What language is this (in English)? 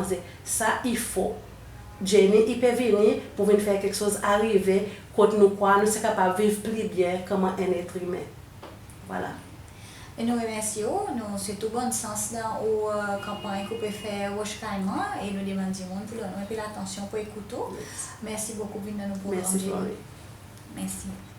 Seselwa Creole French